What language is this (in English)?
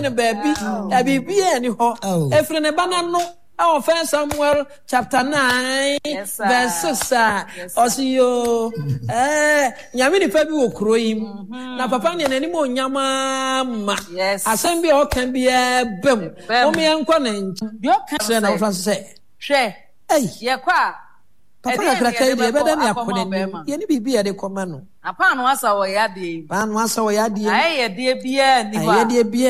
Akan